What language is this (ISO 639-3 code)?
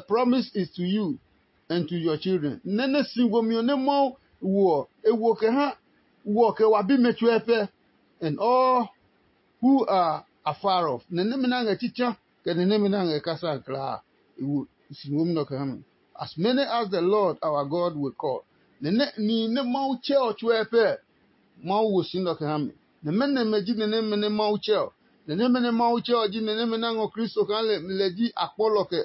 ada